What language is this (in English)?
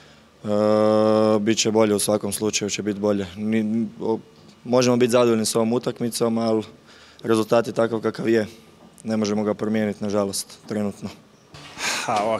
Croatian